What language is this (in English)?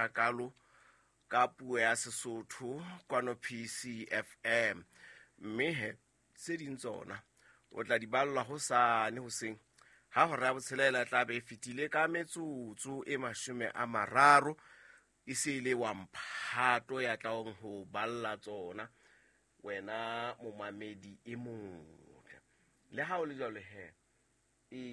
Southern Sotho